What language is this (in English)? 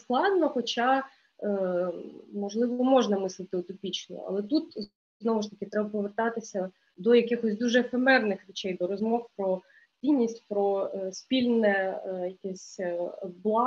Ukrainian